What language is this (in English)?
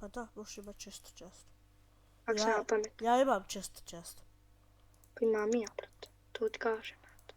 Bosnian